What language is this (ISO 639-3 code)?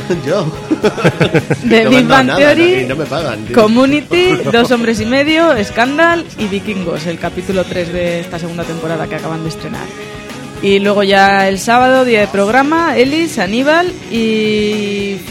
spa